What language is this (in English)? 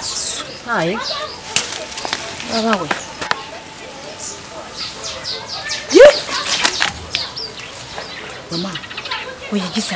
Kinyarwanda